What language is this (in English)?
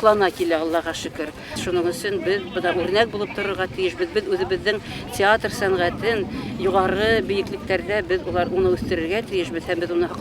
Bashkir